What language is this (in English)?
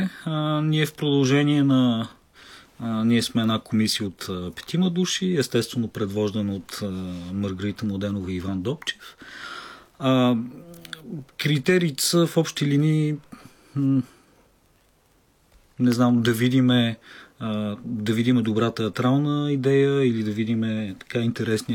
Bulgarian